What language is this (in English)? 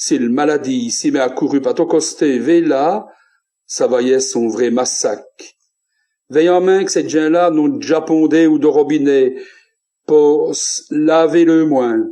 Walloon